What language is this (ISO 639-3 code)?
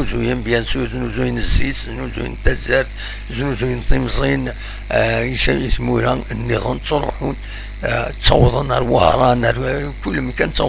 kab